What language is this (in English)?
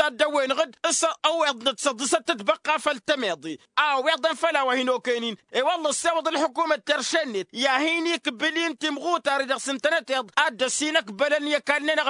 Tamasheq